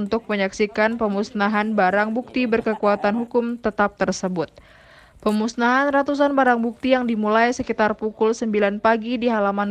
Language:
Indonesian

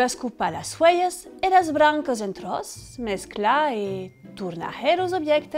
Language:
Occitan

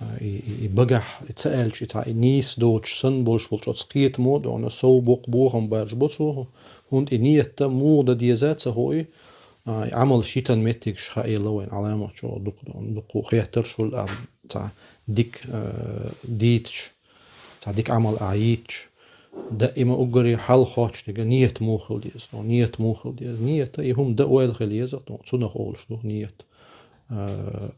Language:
Chechen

